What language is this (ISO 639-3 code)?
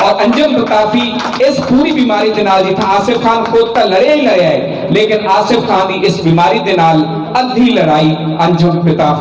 skr